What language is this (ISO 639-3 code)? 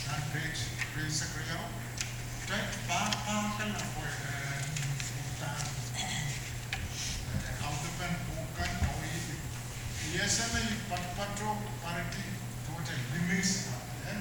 pon